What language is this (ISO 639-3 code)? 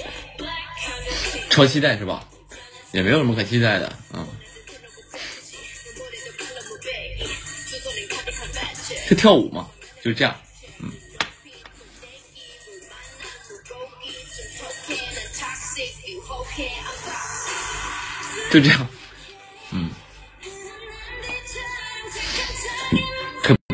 zho